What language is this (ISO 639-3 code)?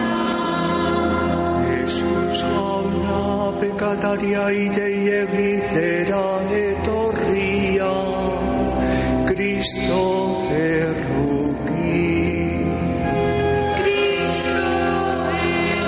eus